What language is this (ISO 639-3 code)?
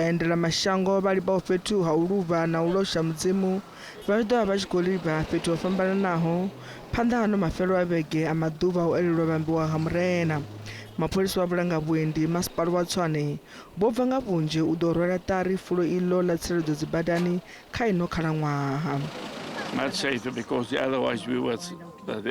ven